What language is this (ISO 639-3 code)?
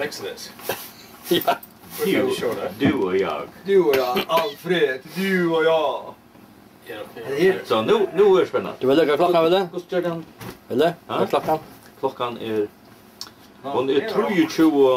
fao